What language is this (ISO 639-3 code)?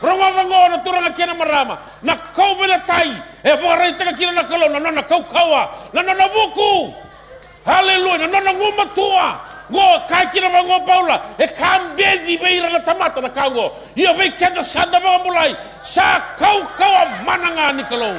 fij